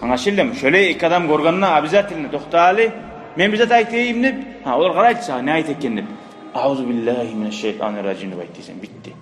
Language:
Kumyk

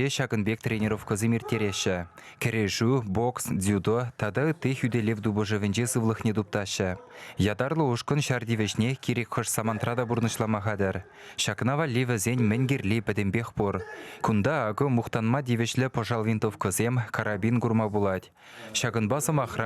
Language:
Chuvash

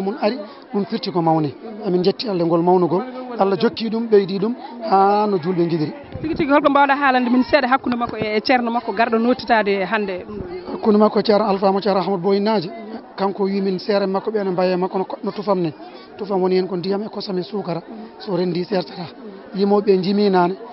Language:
Fula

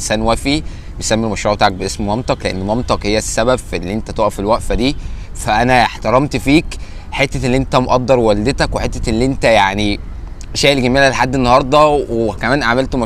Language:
Egyptian Arabic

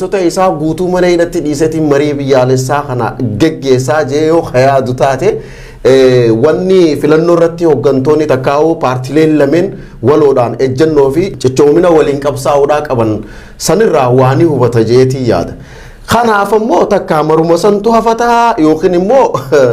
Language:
Oromo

